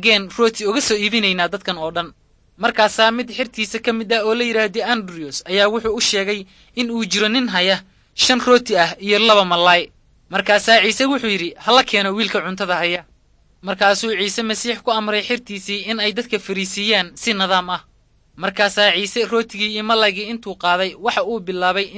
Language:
Somali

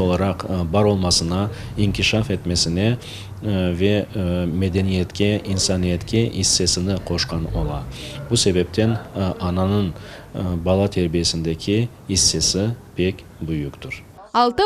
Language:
Crimean Tatar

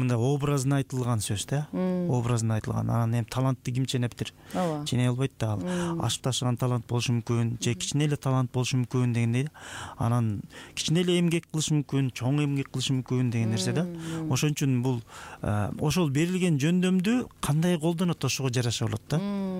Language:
Kyrgyz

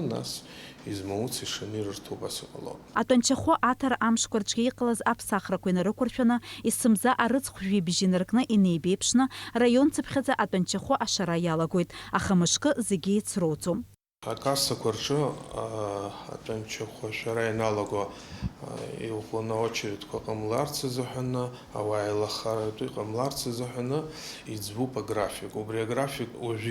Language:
Abkhazian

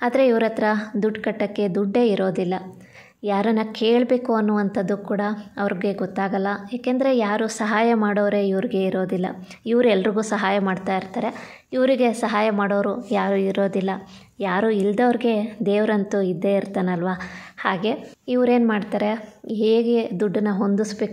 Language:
Kannada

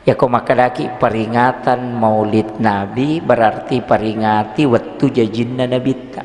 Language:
Buginese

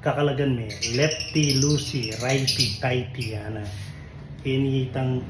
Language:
Pampanga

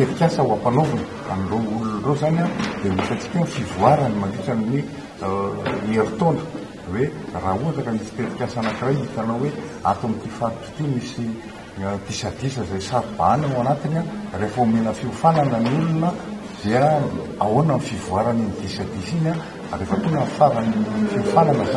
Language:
Malagasy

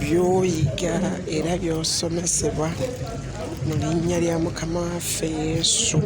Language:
Ganda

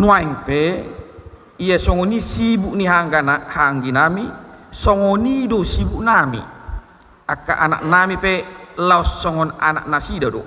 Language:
Batak Toba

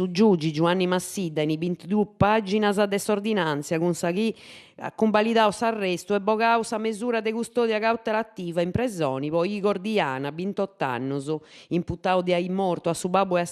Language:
Sardinian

